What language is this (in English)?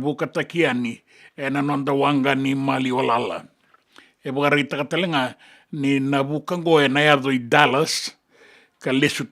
Fijian